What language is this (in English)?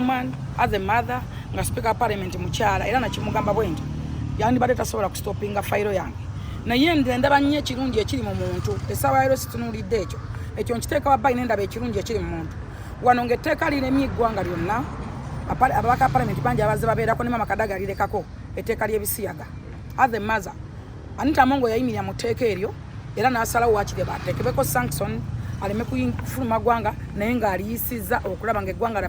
Ganda